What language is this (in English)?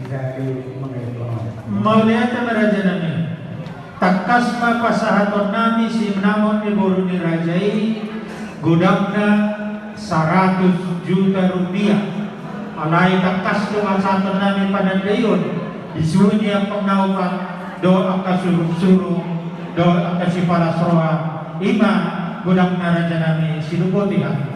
Batak Toba